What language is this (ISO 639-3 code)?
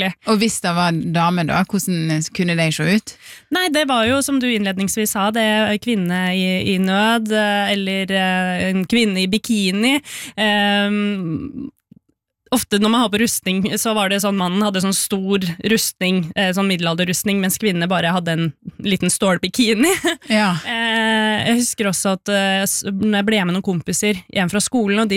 nor